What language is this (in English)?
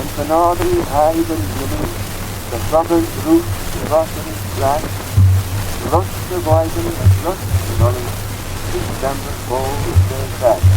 Manx